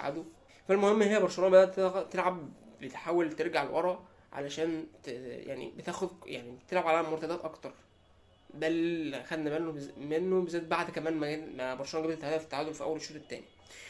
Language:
Egyptian Arabic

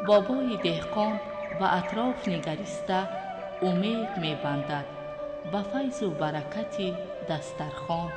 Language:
Tajik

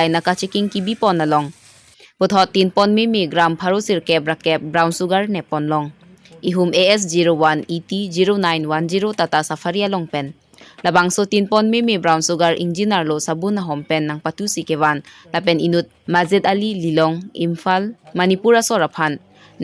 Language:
Karbi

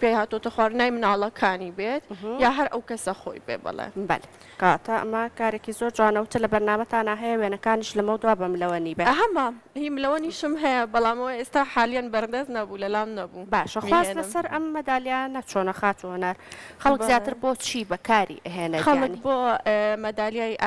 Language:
Central Kurdish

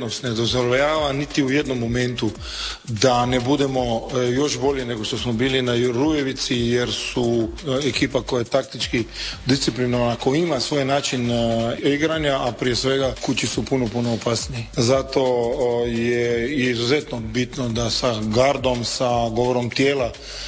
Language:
Croatian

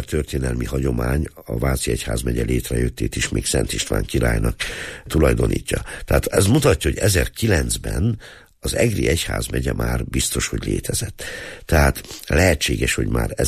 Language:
Hungarian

